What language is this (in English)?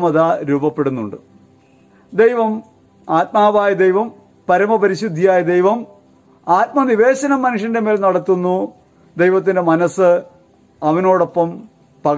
Malayalam